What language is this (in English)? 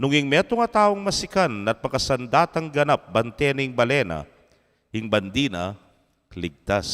Pampanga